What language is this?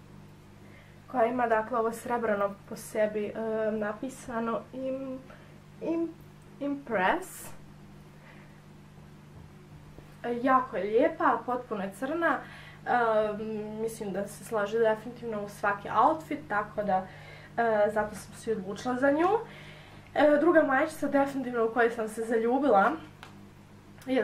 Croatian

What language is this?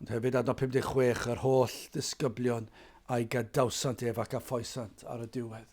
Welsh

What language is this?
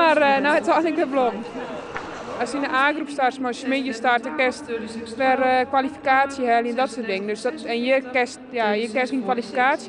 Western Frisian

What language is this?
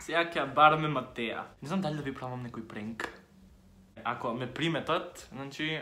Macedonian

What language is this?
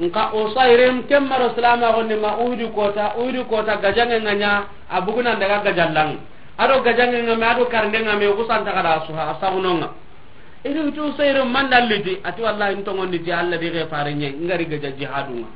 Soninke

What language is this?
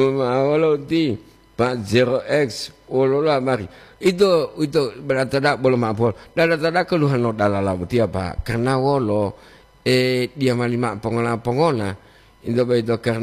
Gorontalo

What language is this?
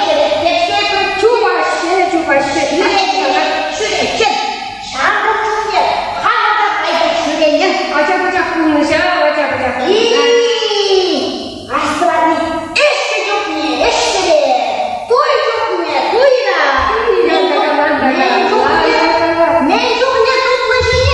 Chuvash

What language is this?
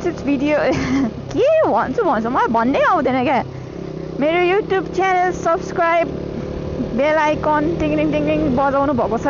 Nepali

